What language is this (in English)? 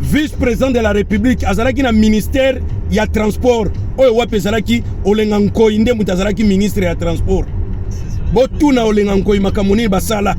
Lingala